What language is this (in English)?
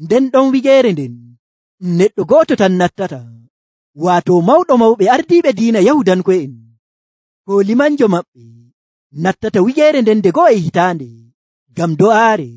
Nigerian Fulfulde